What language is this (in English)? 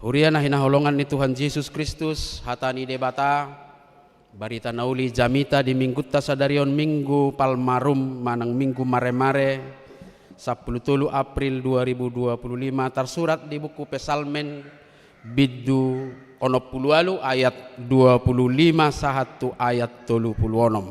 Batak Toba